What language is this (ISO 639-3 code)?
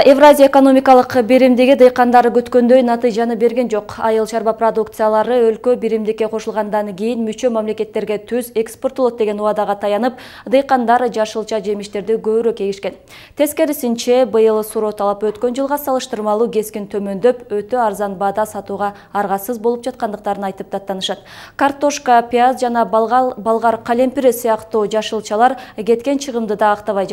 kir